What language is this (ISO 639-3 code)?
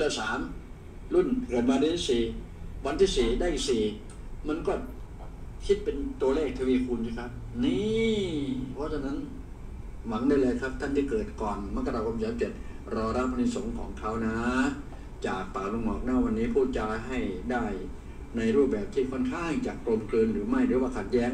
tha